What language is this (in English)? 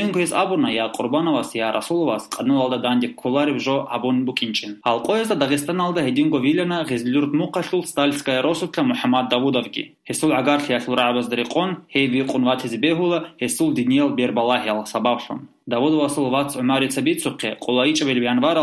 Avaric